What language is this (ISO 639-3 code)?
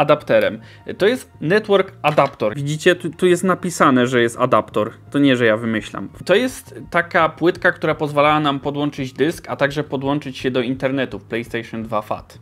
pol